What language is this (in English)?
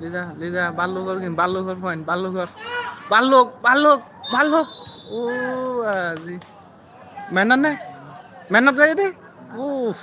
Rohingya